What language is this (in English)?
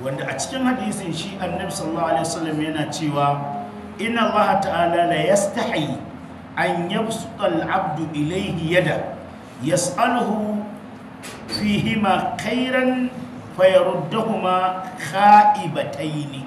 Hausa